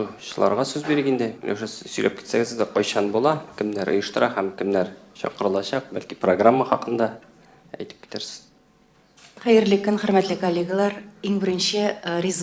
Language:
Tatar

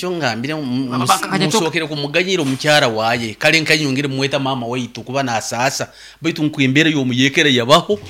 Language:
Nyankole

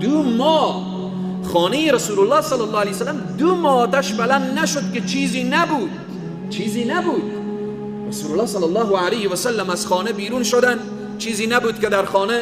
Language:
Persian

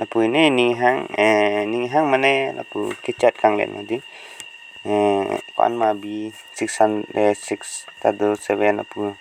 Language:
Karbi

